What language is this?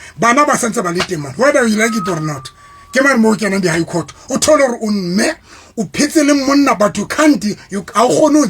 Southern Sotho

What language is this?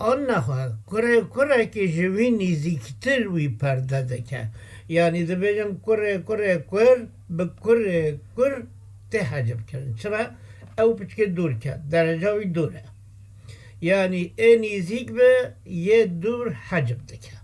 Kurdish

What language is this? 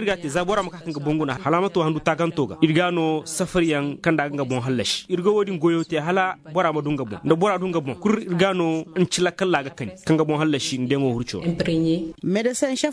Koyraboro Senni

